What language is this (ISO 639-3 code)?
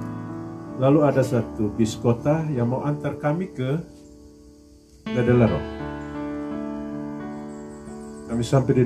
ind